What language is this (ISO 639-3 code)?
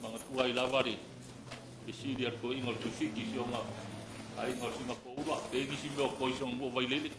smo